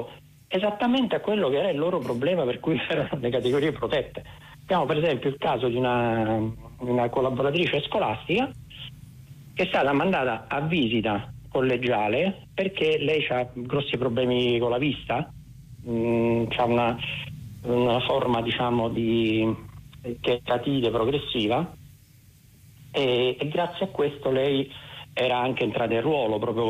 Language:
Italian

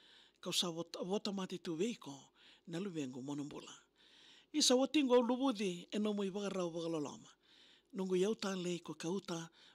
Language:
Fijian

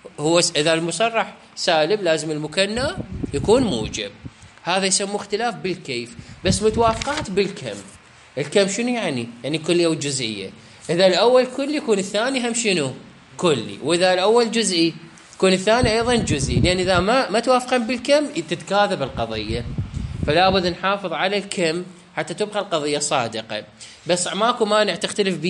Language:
Mesopotamian Arabic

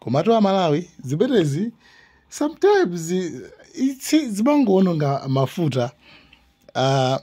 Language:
Nyanja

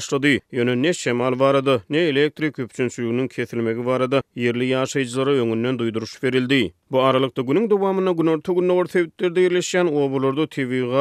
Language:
Turkmen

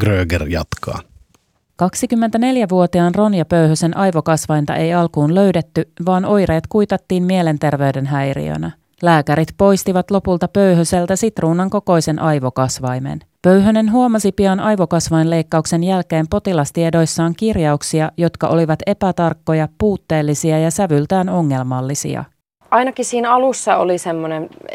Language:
Finnish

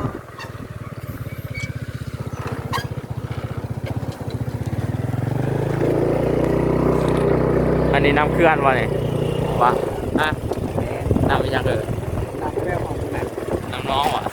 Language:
Lao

